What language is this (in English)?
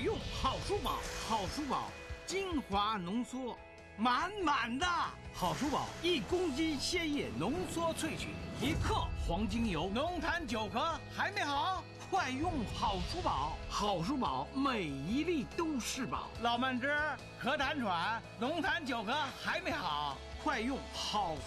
Chinese